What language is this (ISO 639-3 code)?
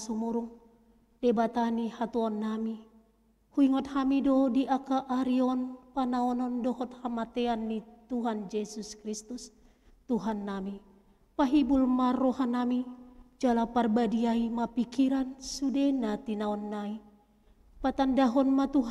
bbc